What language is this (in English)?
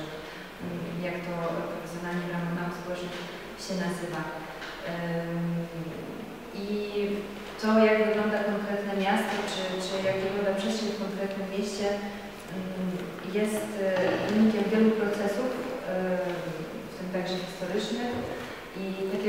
Polish